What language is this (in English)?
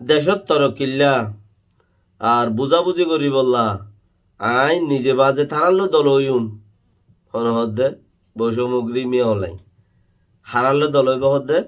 Rohingya